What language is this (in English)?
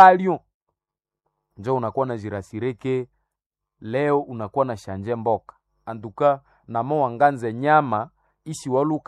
Swahili